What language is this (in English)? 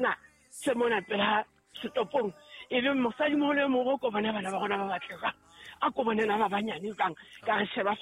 Southern Sotho